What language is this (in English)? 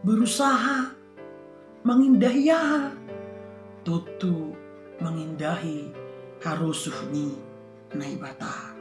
Batak Simalungun